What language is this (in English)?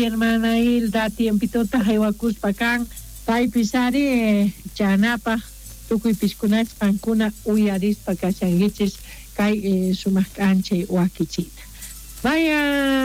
South Bolivian Quechua